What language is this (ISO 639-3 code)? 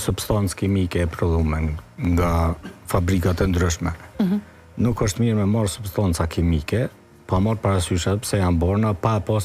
sqi